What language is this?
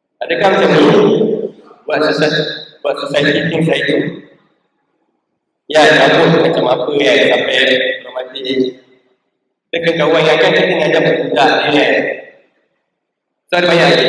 Malay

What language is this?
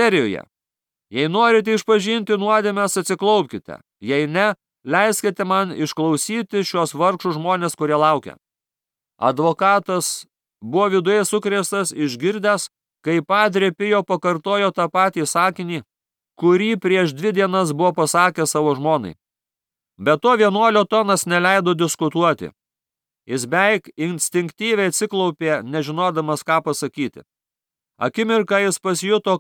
Lithuanian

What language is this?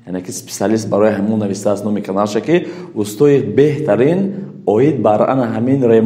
Tajik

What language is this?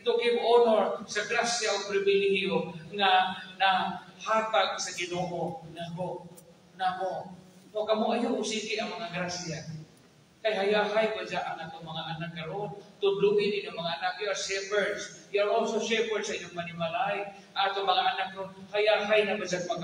Cebuano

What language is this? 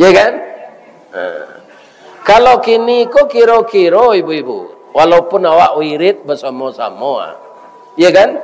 Minangkabau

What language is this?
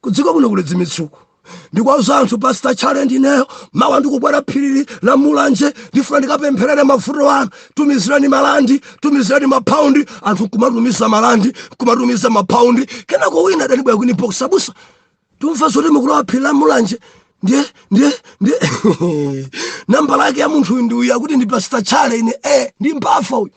Nyanja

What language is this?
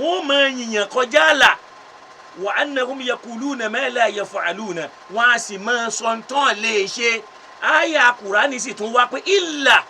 Yoruba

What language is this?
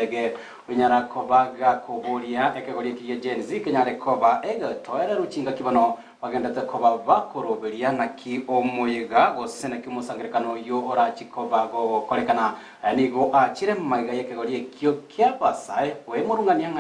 Gusii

